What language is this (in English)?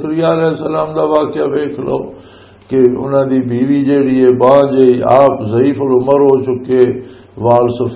Western Panjabi